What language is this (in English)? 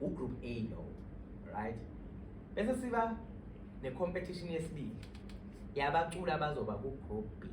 Zulu